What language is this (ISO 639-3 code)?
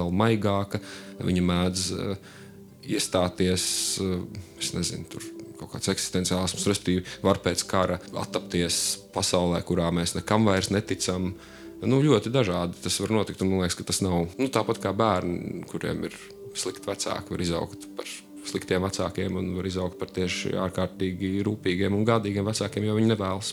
lav